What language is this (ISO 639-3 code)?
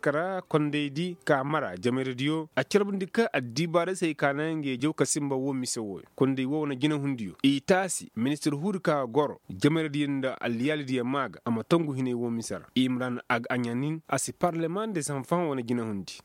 ses